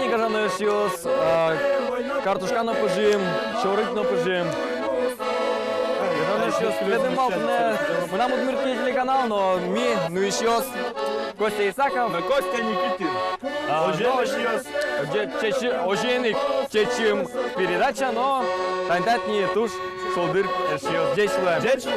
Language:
Udmurt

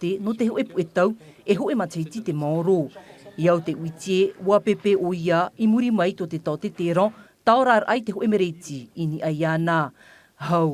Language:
Tahitian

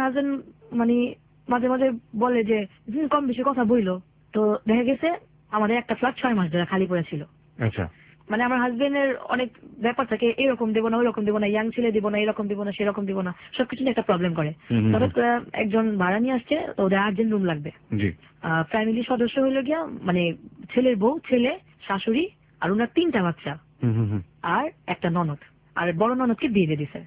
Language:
Bangla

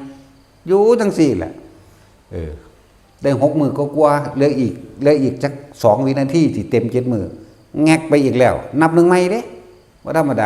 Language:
Northeastern Thai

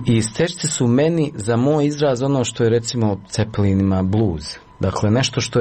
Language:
Bosnian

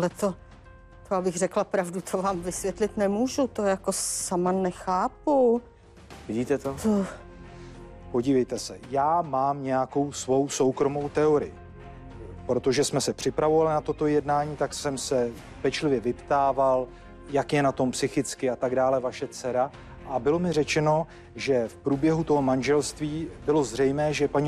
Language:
Czech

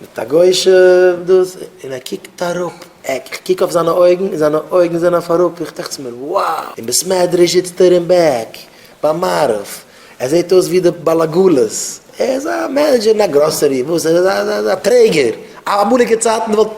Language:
Yiddish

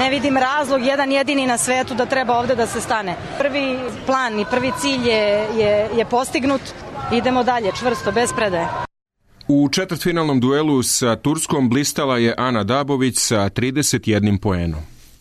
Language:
Serbian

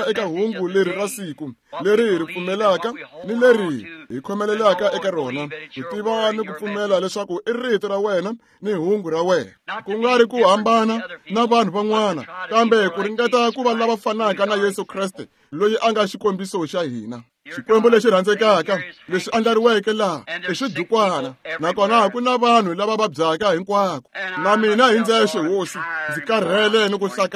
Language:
Tsonga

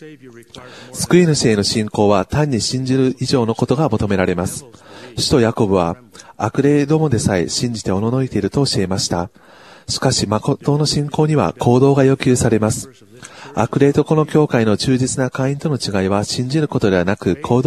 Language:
Japanese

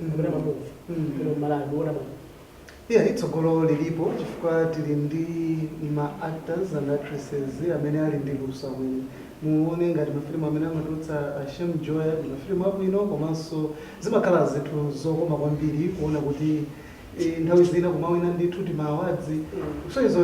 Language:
Nyanja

